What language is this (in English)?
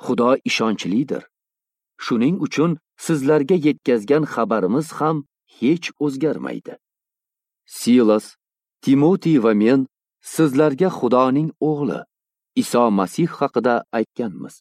Uzbek